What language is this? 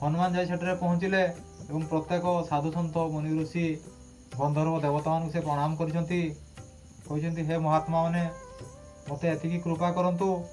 Odia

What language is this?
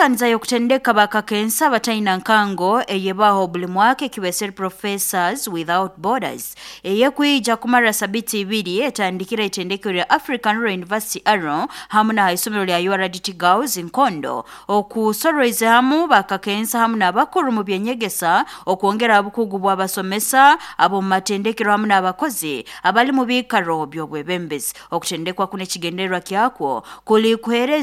Nyoro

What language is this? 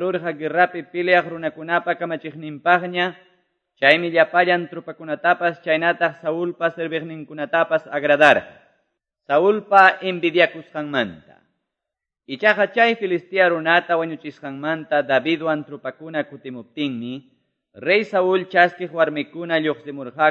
Quechua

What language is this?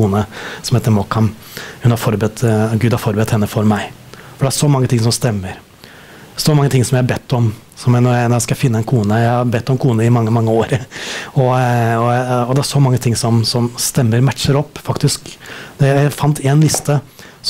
Norwegian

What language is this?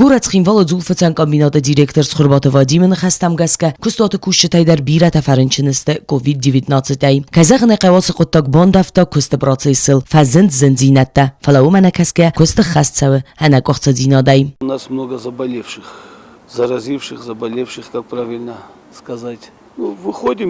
Ossetic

